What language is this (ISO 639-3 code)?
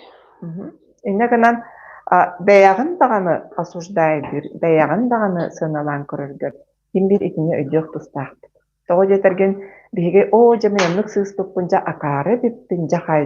sah